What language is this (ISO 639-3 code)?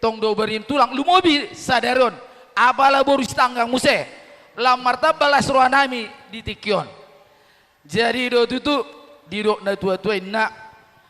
bbc